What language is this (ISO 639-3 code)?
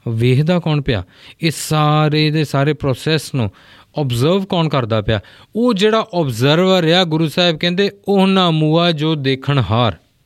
pan